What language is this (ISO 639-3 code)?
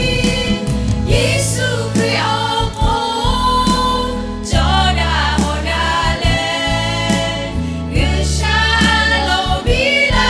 lhu